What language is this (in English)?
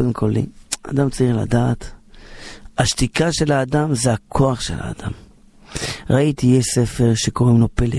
Hebrew